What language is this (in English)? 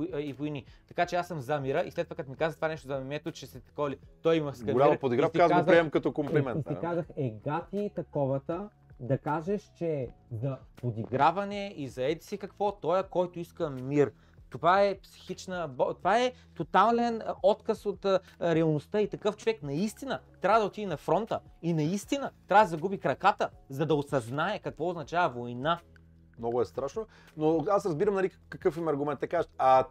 Bulgarian